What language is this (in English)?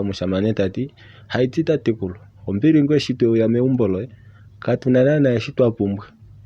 Kuanyama